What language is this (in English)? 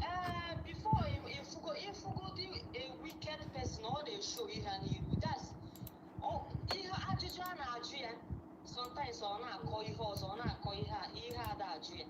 Igbo